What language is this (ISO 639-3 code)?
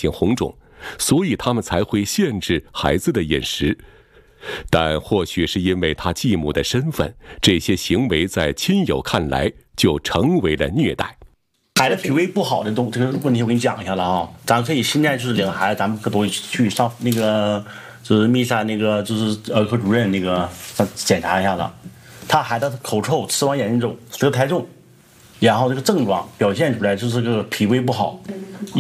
zho